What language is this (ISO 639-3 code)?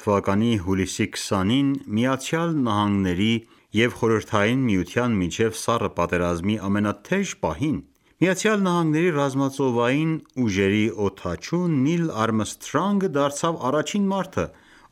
hye